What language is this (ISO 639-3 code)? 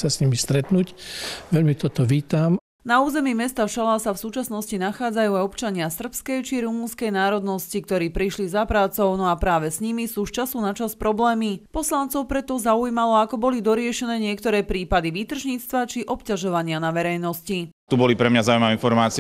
slk